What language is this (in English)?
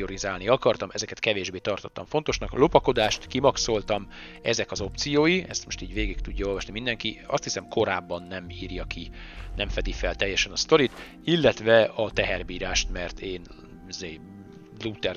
Hungarian